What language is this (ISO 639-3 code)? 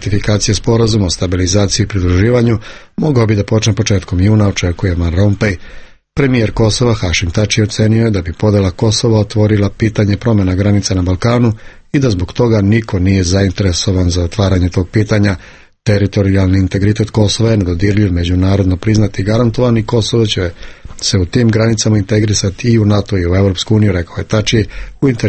srp